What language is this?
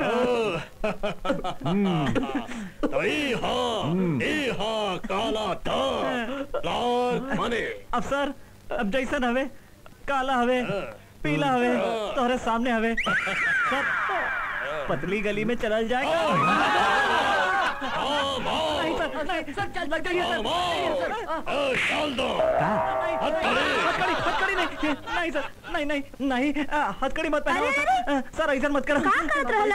Bhojpuri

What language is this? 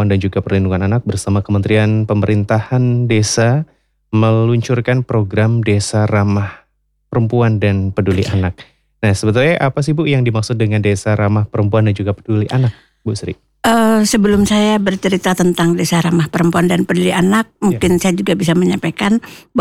Indonesian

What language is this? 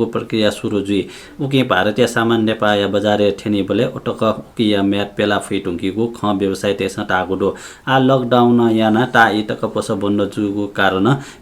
Newari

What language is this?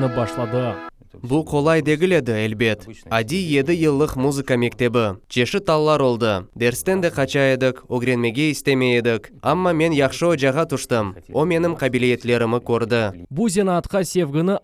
Crimean Tatar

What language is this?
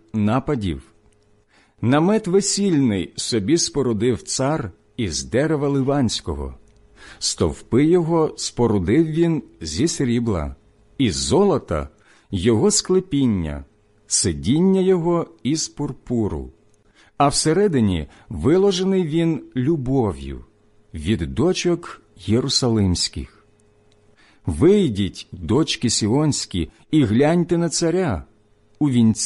Ukrainian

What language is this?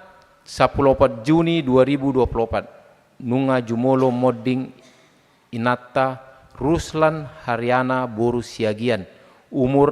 Batak Toba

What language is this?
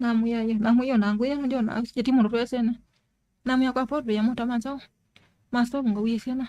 Kamba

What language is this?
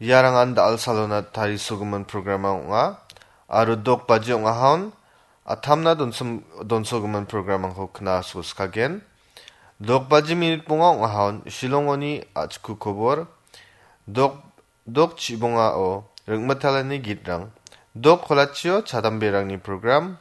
Garo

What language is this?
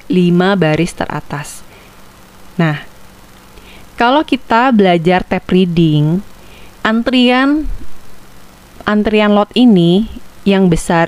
Indonesian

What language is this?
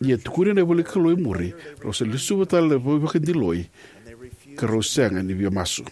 Fijian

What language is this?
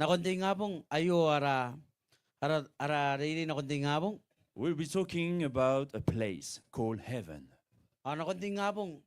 Gilbertese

